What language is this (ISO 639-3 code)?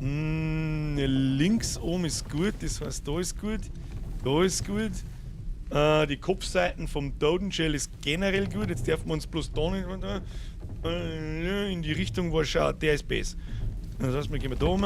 bar